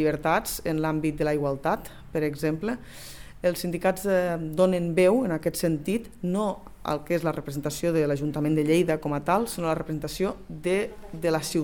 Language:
Catalan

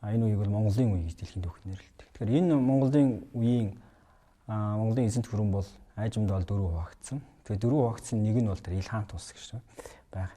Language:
Mongolian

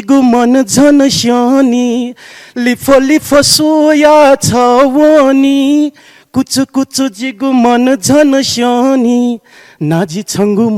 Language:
Newari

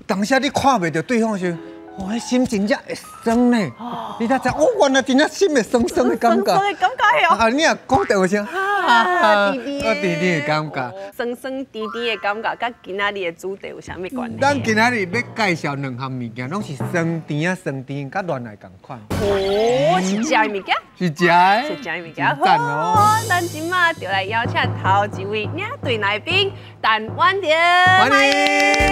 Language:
Min Nan Chinese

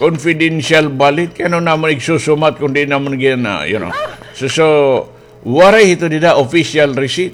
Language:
Waray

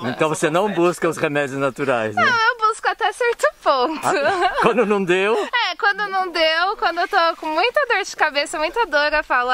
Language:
Portuguese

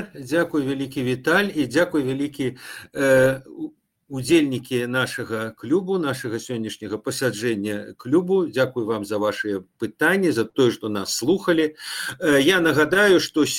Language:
Belarusian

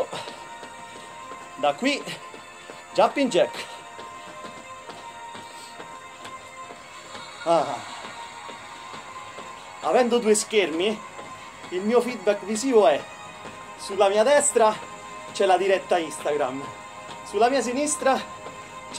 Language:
Italian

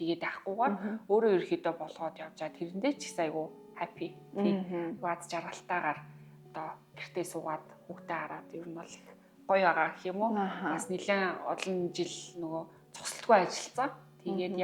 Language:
Mongolian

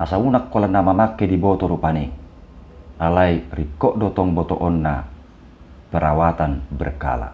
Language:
Batak Toba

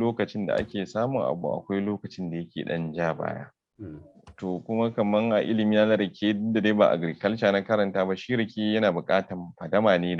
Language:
Hausa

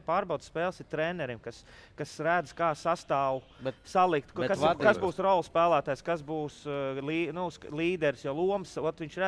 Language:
Latvian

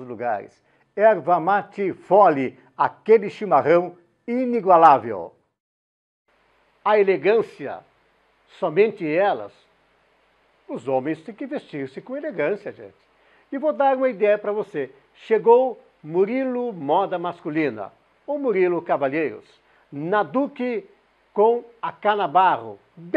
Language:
Portuguese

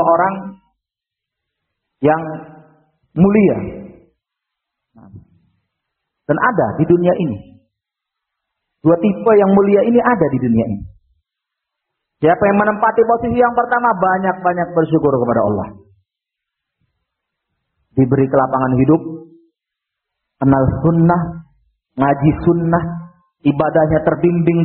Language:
Indonesian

